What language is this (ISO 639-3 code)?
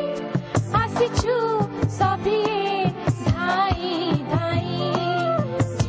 ori